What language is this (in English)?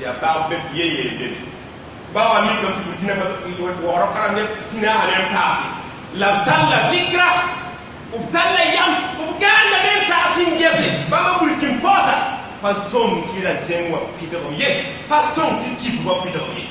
Mossi